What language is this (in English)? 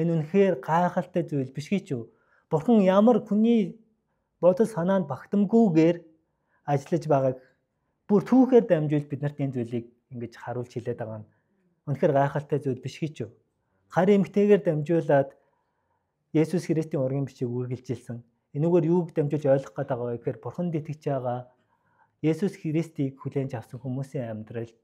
Mongolian